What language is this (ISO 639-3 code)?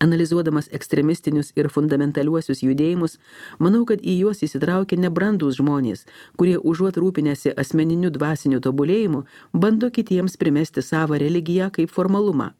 lit